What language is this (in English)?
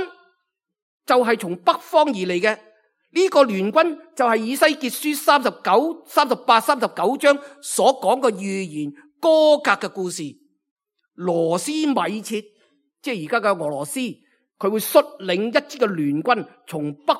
Cantonese